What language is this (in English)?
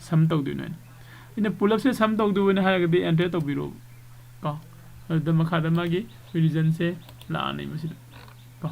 Manipuri